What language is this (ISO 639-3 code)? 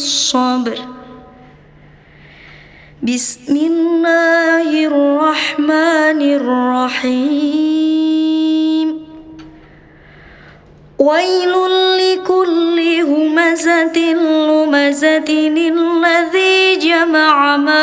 ara